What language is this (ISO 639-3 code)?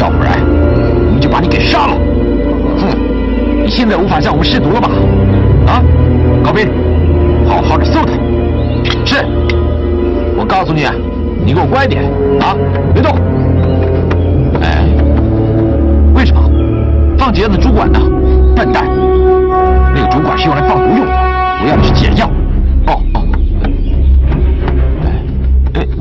zho